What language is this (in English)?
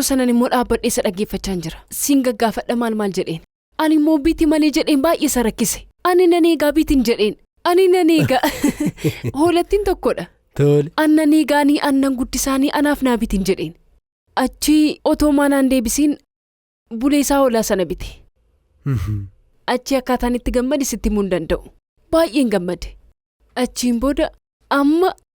Oromo